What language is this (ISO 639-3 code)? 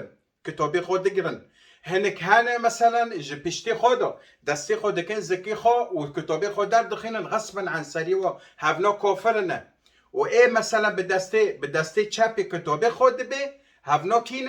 kur